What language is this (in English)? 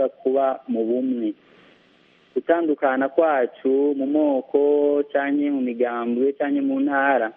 Kinyarwanda